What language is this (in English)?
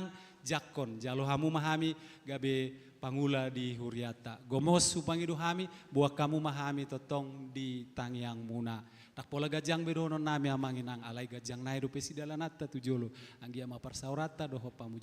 Batak Toba